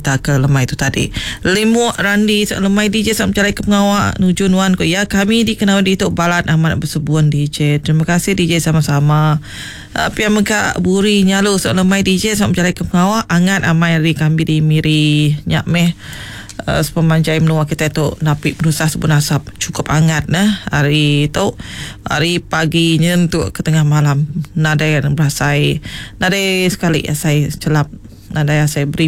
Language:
Iban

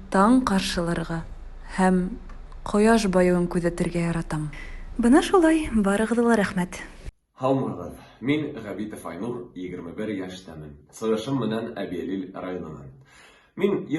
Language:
Bashkir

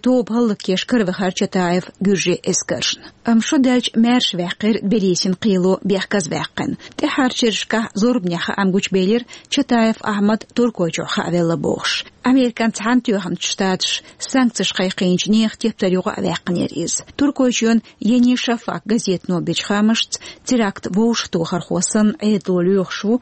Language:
Chechen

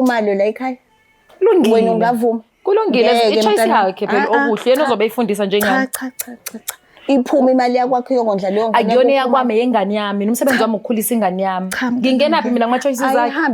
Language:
Zulu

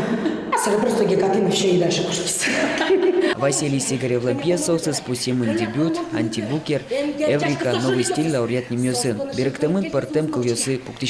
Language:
Udmurt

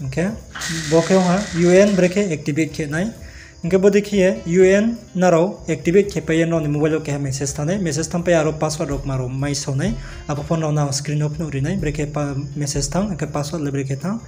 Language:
Riang (India)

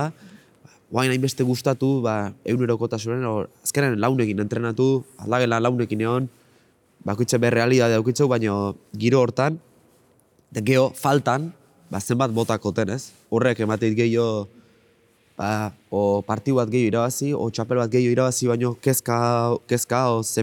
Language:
Basque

